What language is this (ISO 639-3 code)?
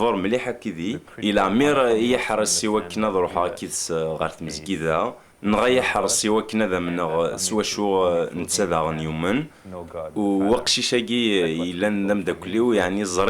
kab